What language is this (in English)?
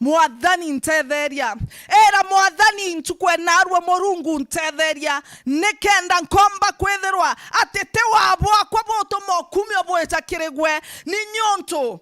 Meru